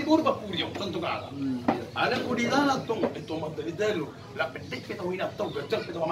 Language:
Batak Toba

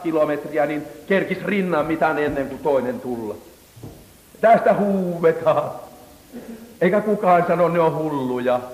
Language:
Finnish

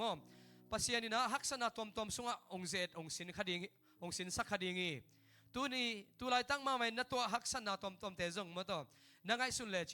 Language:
Tedim Chin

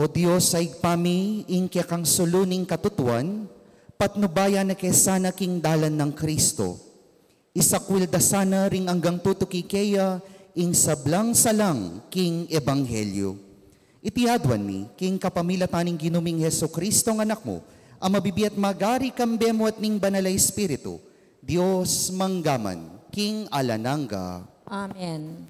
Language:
Pampanga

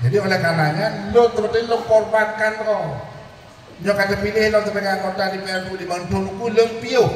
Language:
Achinese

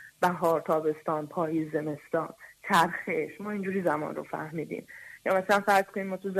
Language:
Persian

